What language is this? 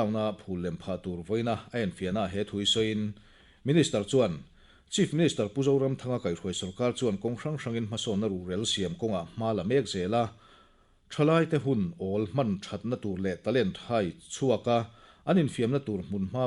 Mizo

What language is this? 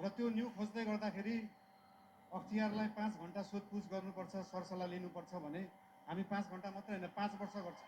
Nepali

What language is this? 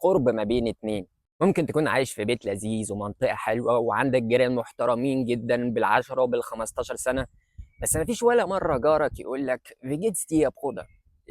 Egyptian Arabic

